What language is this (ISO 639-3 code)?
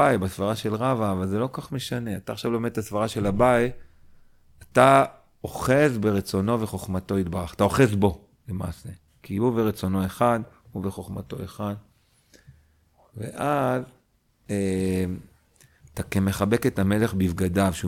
heb